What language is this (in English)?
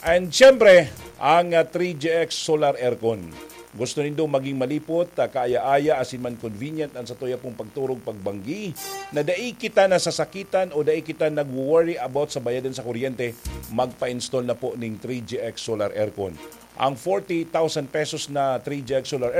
Bikol